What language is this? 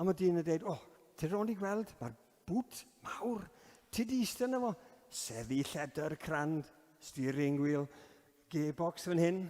Welsh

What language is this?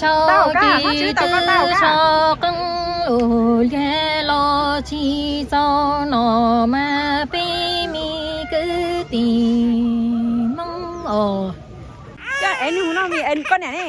Hmong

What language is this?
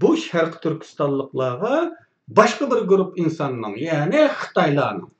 Uyghur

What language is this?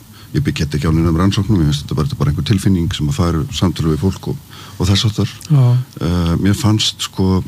Icelandic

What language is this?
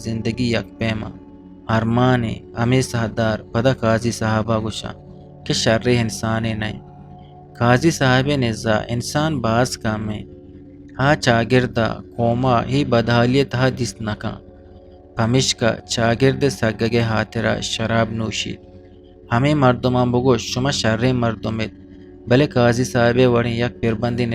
Eastern Balochi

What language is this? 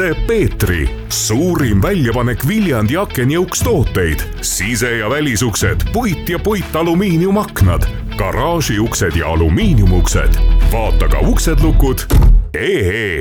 Estonian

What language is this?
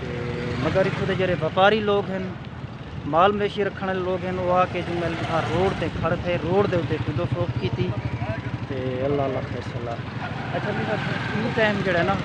Saraiki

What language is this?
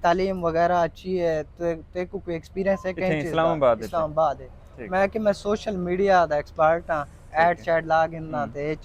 Saraiki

